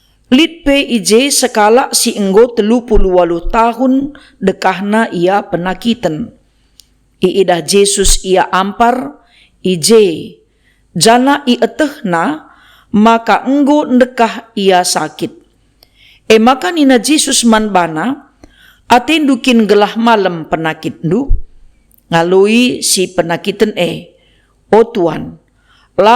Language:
Batak Karo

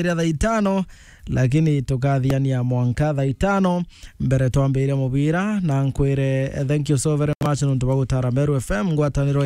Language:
Meru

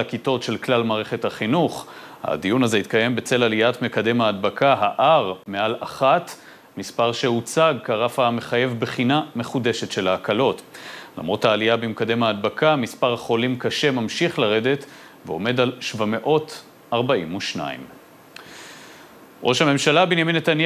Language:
Hebrew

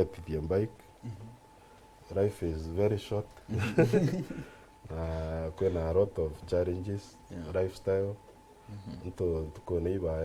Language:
Meru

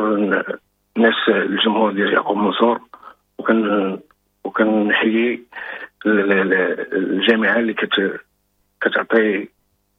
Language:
Moroccan Arabic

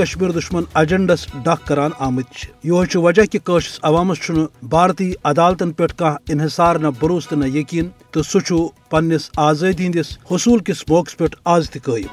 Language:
Kashmiri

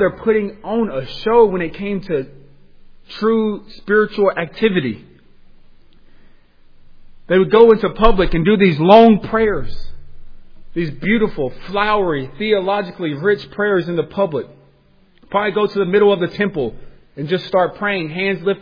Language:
English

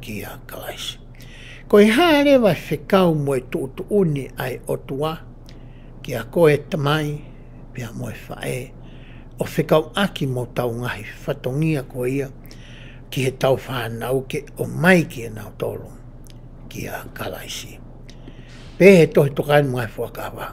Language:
Tongan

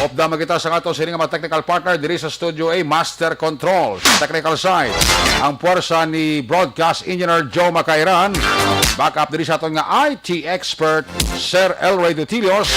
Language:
Hiligaynon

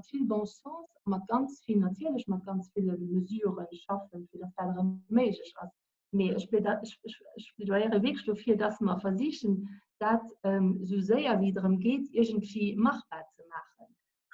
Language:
Luxembourgish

